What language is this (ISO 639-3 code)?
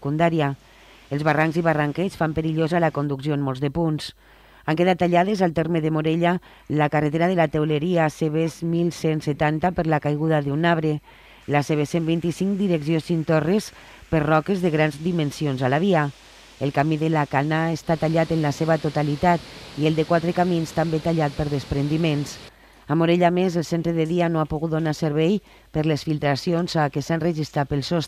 cat